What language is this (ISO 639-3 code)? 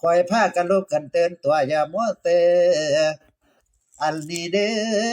tts